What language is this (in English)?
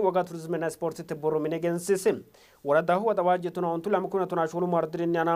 Sidamo